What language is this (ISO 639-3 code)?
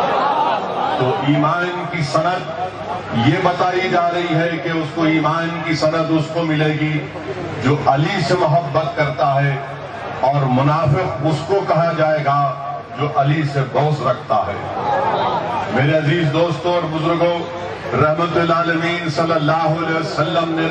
urd